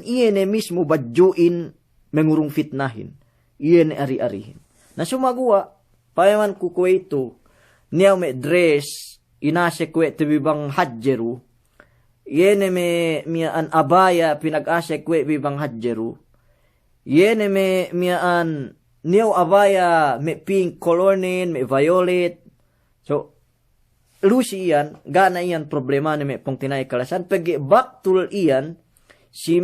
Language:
Yakan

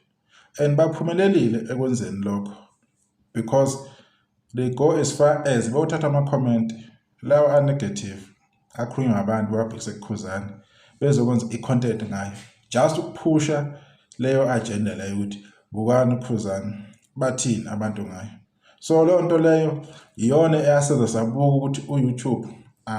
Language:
Zulu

